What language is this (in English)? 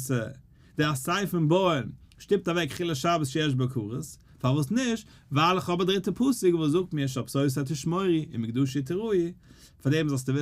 Yiddish